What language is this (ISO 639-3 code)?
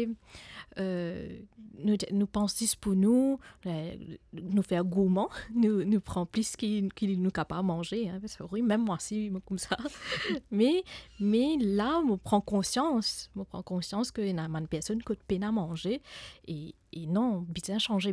mfe